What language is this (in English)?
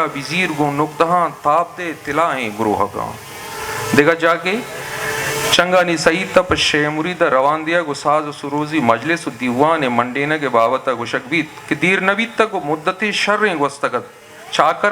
Eastern Balochi